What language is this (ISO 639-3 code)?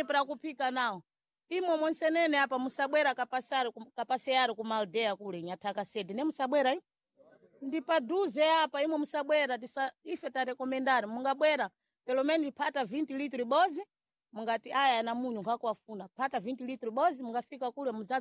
seh